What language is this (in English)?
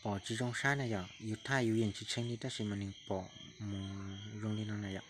Hmong